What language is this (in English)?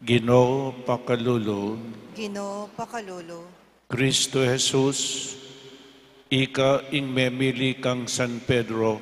Pampanga